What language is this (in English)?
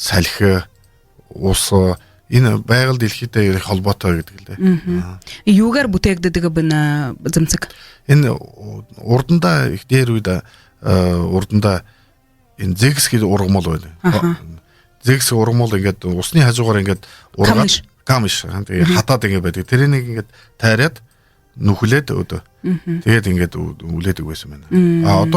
Buriat